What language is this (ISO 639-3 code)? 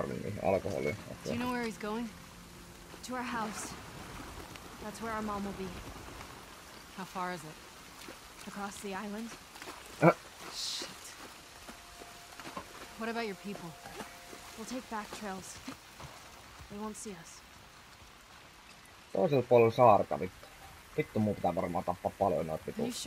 fin